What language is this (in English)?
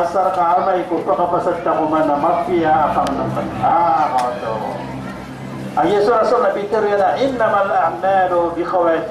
Maranao